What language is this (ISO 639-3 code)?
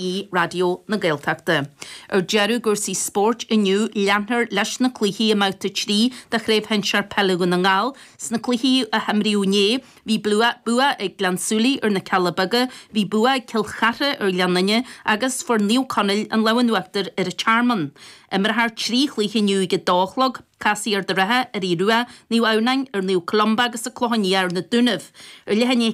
gle